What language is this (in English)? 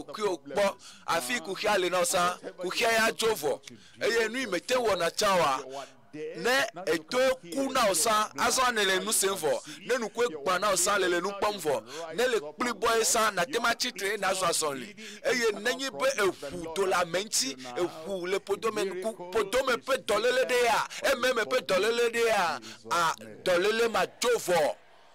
Ewe